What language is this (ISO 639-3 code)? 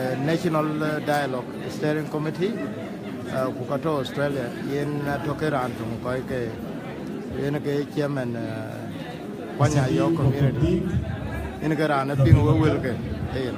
din